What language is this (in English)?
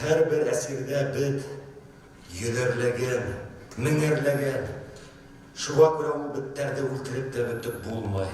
Bashkir